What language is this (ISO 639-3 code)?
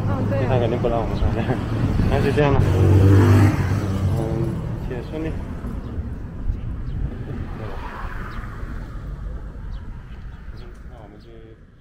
zho